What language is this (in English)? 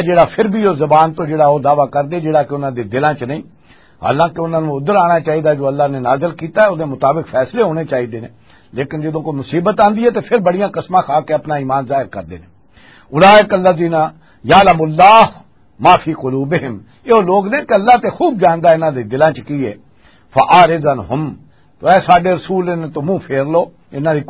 Western Panjabi